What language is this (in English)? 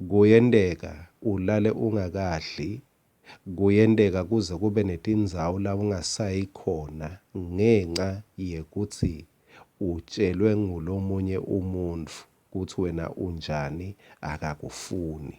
Swati